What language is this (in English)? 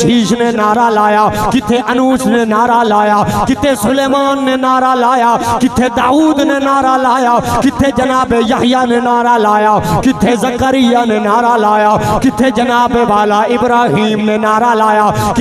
Saraiki